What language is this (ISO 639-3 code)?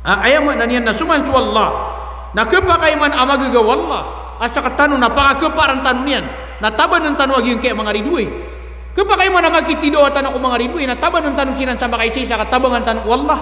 mrw